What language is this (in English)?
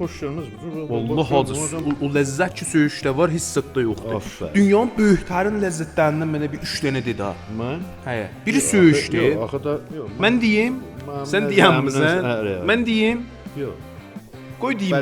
South Azerbaijani